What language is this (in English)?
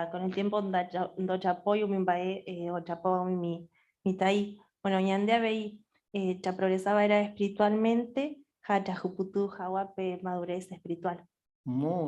Guarani